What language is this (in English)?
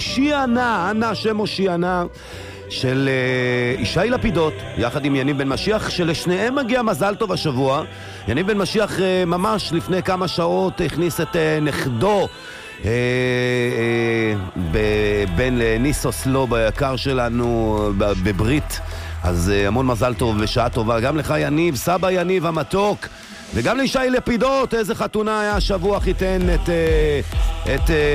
Hebrew